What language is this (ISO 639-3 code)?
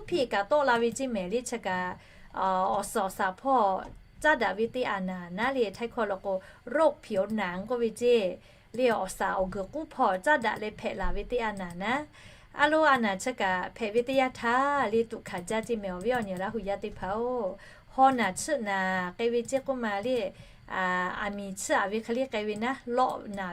lhu